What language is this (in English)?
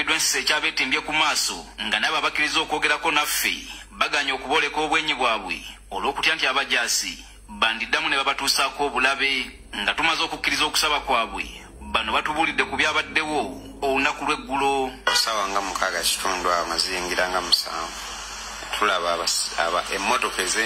Ganda